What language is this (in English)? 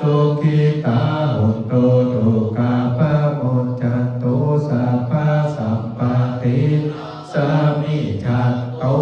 Pali